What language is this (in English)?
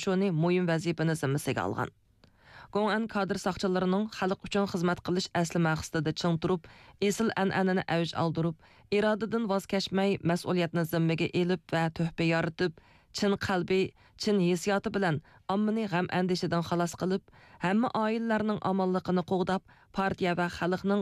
Uyghur